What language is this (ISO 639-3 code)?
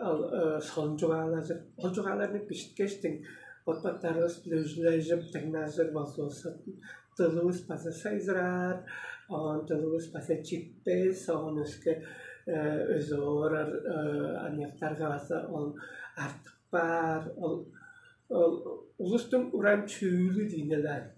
tyv